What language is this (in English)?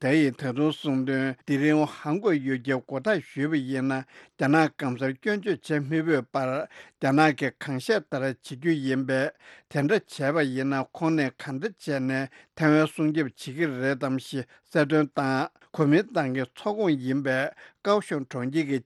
Tibetan